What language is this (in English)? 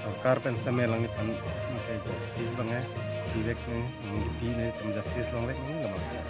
Karbi